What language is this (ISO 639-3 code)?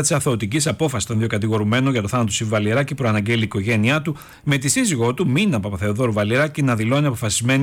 ell